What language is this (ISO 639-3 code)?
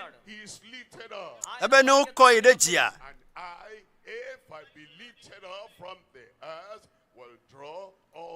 ewe